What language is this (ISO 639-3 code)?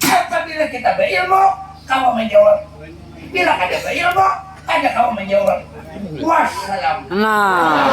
bjn